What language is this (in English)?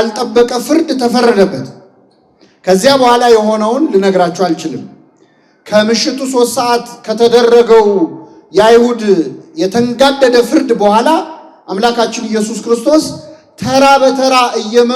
Amharic